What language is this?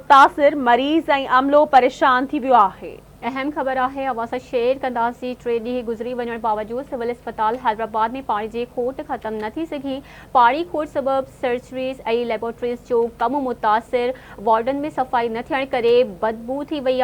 Sindhi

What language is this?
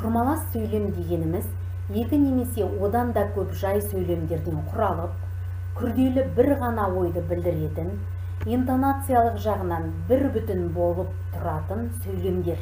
Kazakh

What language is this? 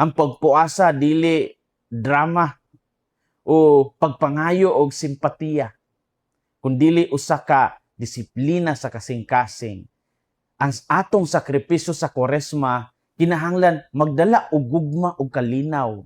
Cebuano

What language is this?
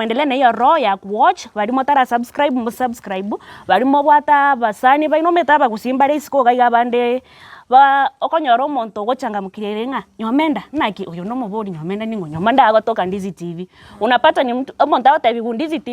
Gusii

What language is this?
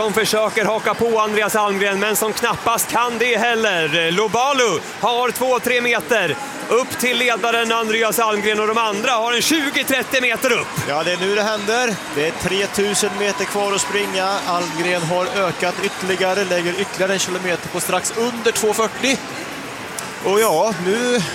Swedish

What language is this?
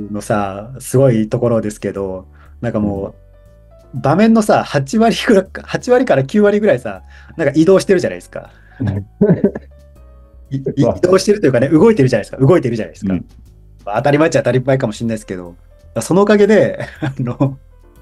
Japanese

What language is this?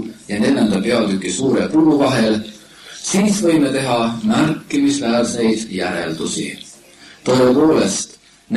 Estonian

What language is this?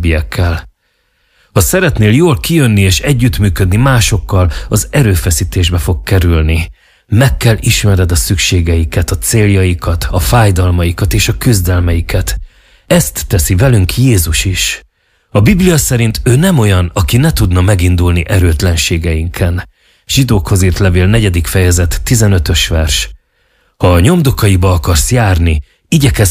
Hungarian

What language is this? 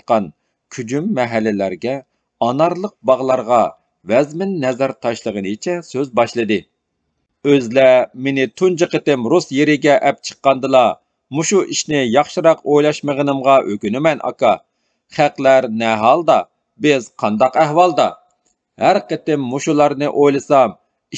Uyghur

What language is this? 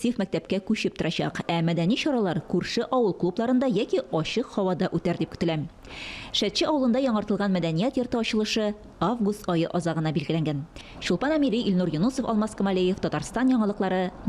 Tatar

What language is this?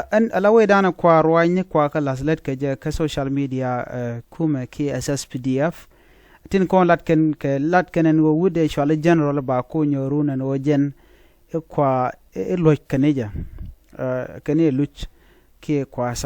Nuer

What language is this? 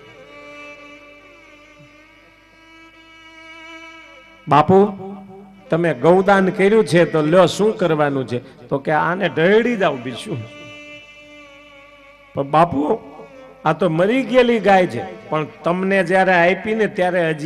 Gujarati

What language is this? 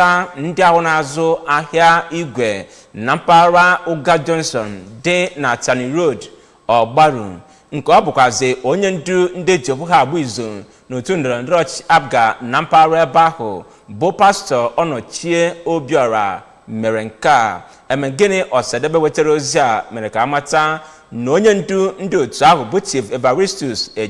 Igbo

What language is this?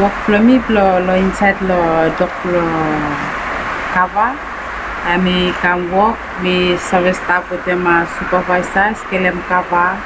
Bislama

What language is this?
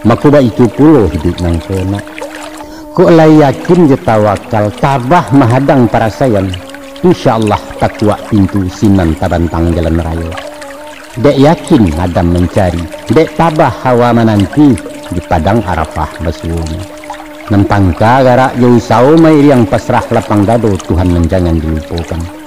Minangkabau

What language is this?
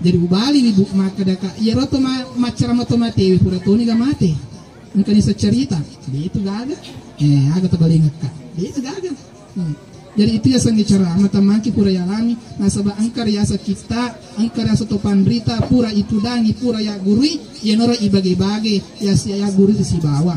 Buginese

